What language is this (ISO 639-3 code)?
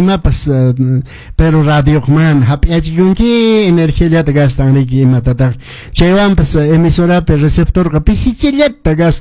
que